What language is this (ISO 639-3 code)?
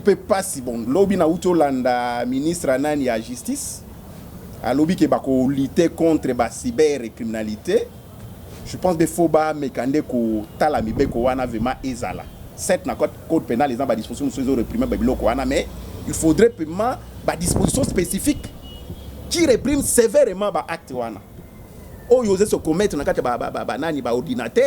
lin